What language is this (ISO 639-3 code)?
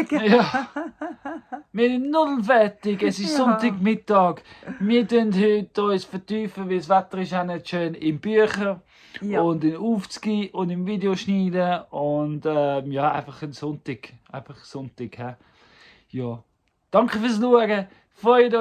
gsw